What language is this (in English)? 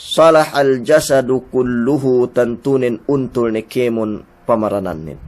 Yakan